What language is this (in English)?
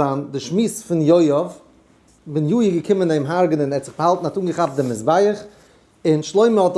Yiddish